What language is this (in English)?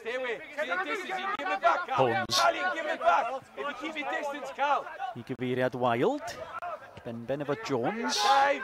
Welsh